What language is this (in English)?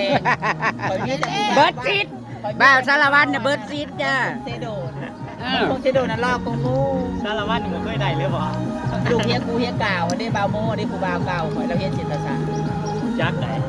Northeastern Thai